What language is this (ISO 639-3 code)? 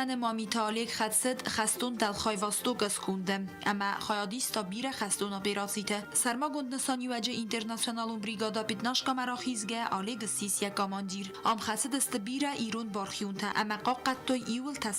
oss